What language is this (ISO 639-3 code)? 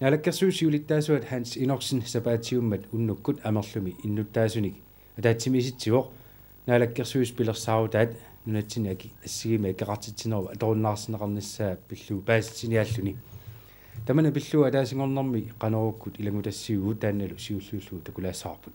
kal